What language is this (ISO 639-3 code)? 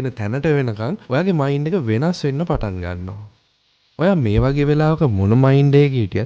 sin